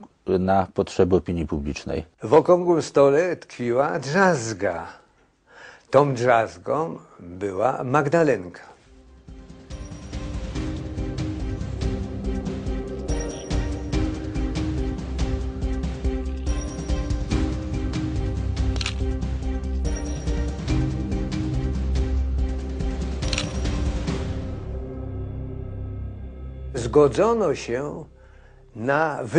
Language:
Polish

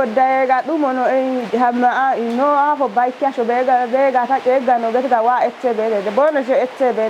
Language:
Kafa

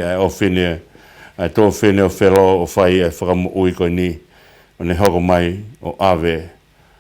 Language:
Tongan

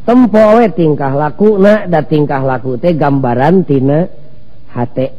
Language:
Sundanese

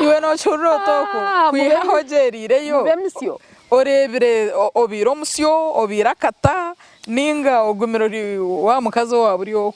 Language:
Nyankole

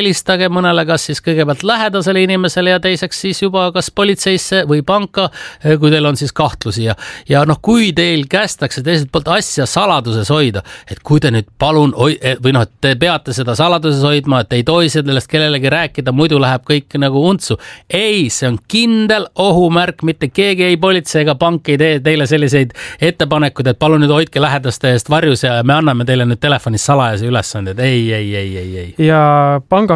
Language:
Estonian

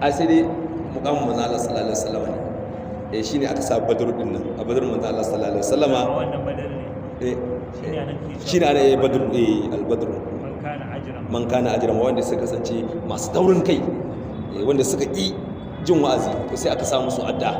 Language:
Hausa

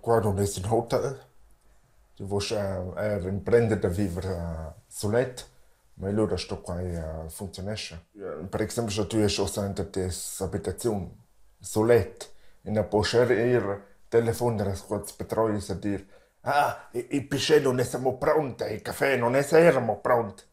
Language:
Romansh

